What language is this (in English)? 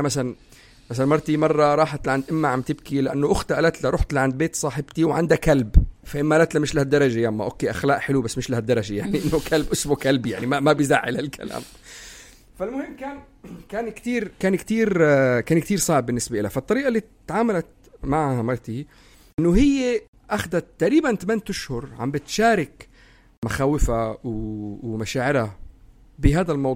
North Levantine Arabic